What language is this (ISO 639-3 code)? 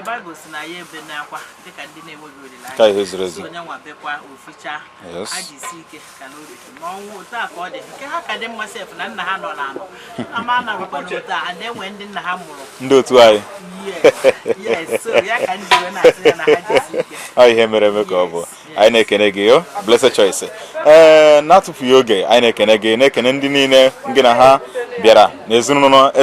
ibo